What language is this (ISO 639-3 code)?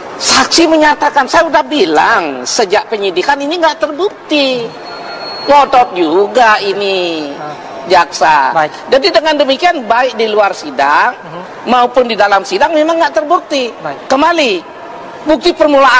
ind